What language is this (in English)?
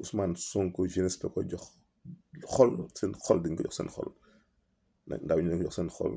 Wolof